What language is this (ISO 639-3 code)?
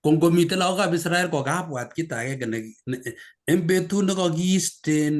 kln